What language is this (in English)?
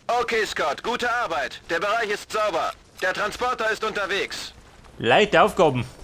Bavarian